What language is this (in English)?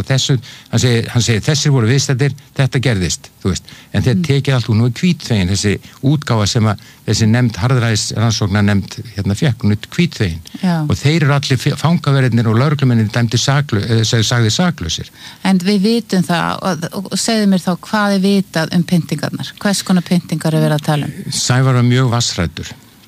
Icelandic